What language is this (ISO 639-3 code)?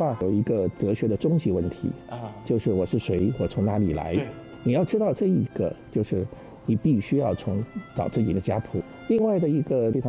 zho